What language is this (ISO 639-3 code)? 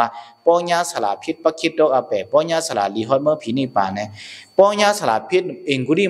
shn